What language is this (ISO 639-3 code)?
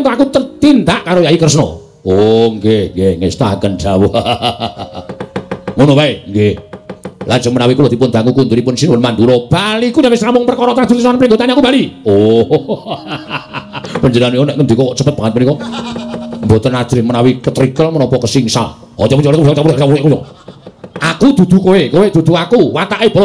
jav